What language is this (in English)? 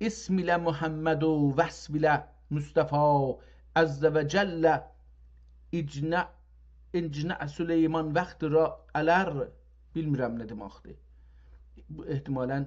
South Azerbaijani